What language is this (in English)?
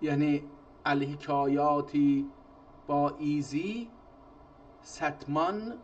South Azerbaijani